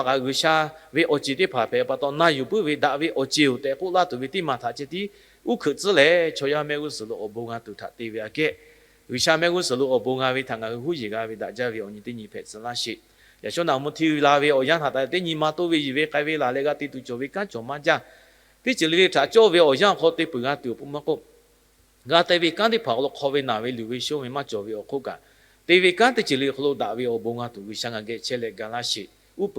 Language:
Lahu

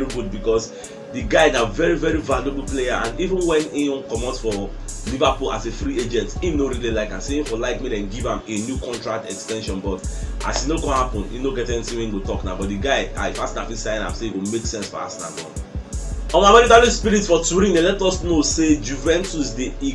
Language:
Nigerian Pidgin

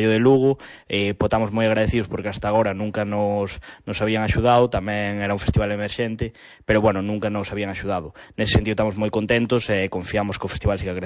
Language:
Galician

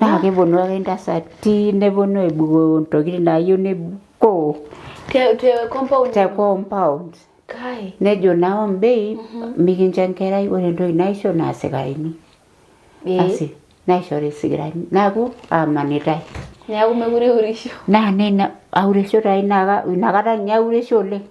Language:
Masai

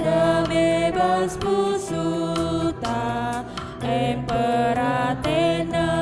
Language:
Batak Karo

